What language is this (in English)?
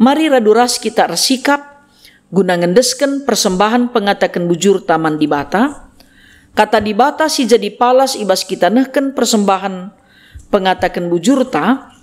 Batak Karo